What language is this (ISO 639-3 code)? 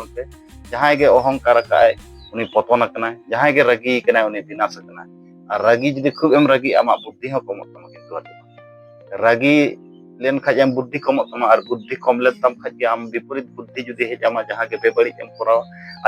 sat